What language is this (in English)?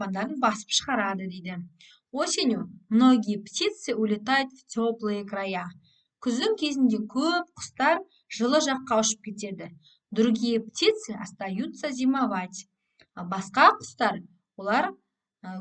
Kazakh